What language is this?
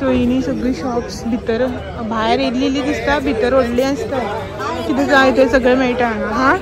Konkani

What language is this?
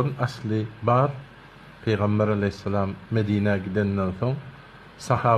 Turkmen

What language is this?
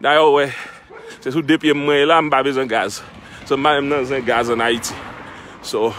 Haitian Creole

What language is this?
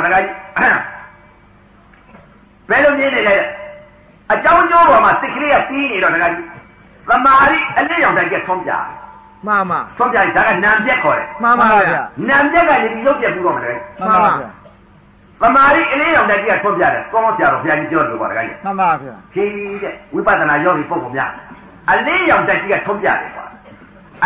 Burmese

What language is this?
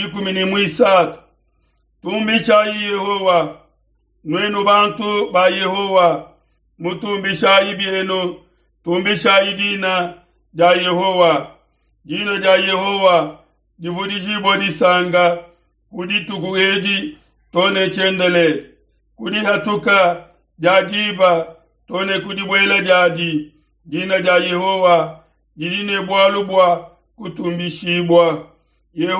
Luba-Lulua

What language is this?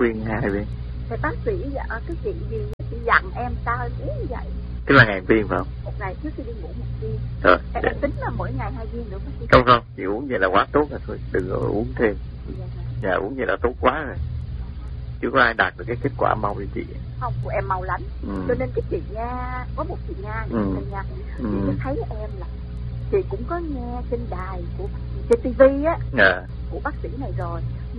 Vietnamese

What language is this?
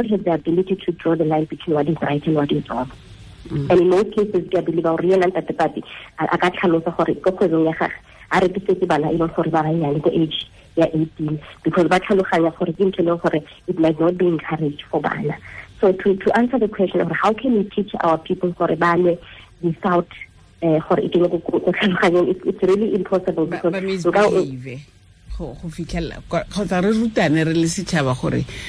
Tswana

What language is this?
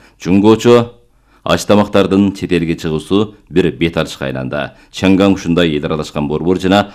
Kyrgyz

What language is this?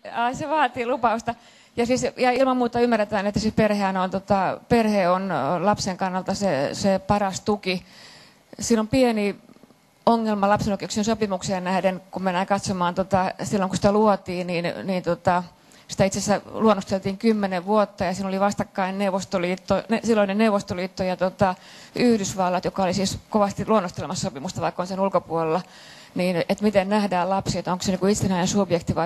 Finnish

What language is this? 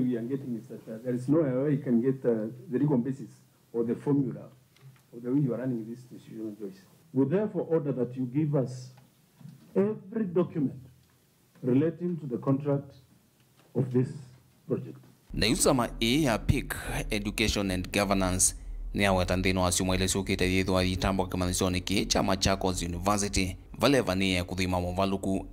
Kamba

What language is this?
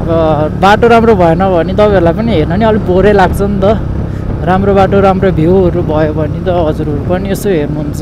Nepali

